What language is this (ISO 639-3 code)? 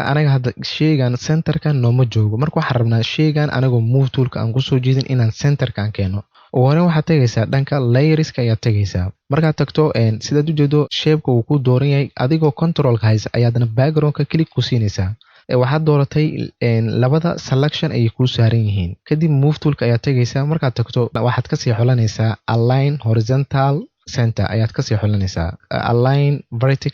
som